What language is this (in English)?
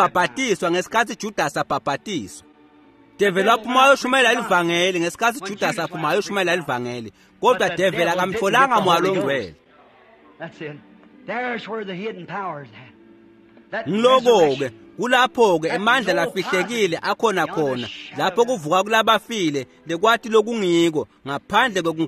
Swati